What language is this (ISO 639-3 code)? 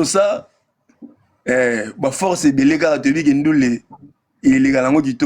lin